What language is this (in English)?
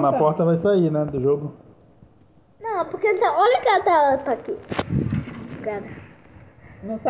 Portuguese